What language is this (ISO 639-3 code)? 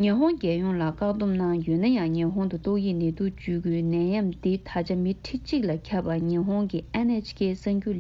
bod